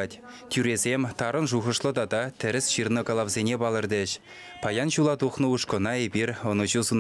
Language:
Chuvash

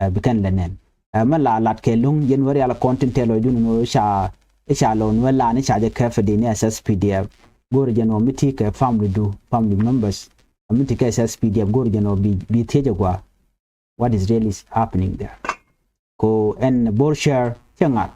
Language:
Nuer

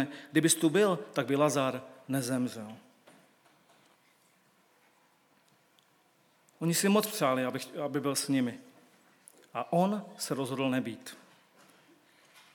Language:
Czech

